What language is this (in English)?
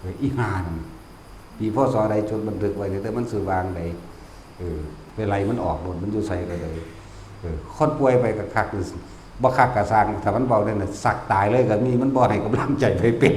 Northeastern Thai